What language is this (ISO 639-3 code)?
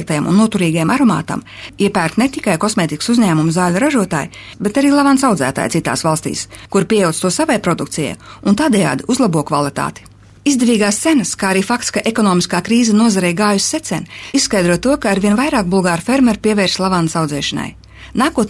lav